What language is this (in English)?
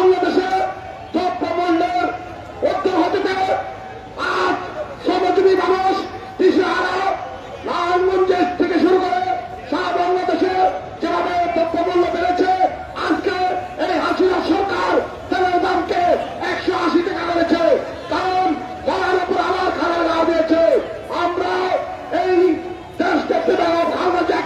Bangla